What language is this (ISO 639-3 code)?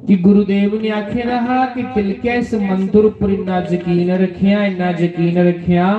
doi